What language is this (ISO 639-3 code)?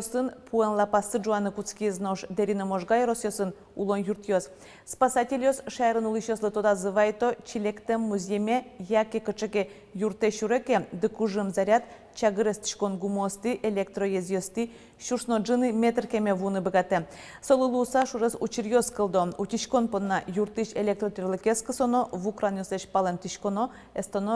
udm